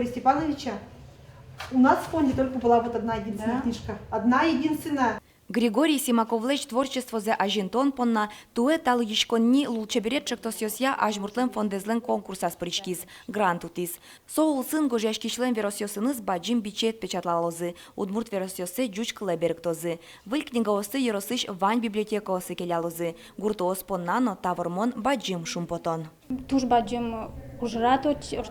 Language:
Udmurt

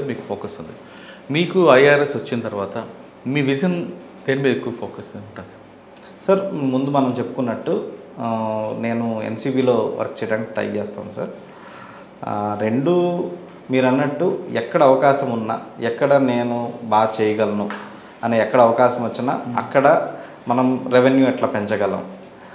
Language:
Telugu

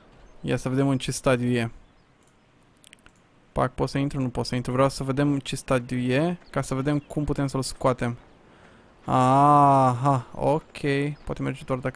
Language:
Romanian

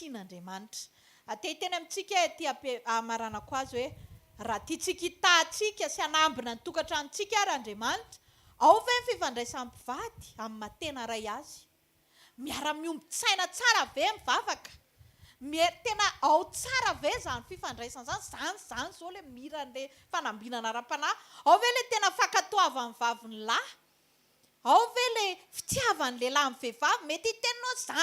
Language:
Malagasy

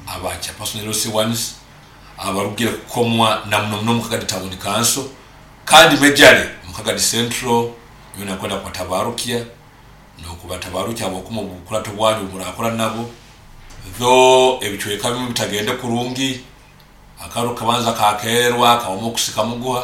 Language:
Nyoro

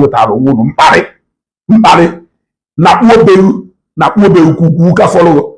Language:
Igbo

